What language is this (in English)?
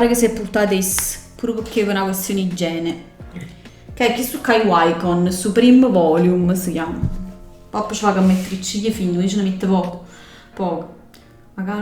Neapolitan